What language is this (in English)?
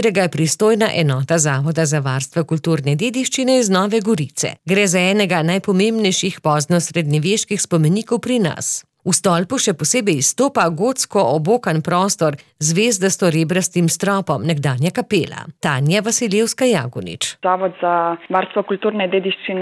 Slovenian